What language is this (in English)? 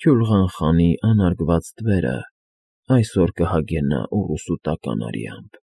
Armenian